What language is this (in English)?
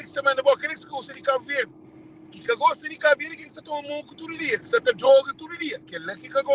Kabuverdianu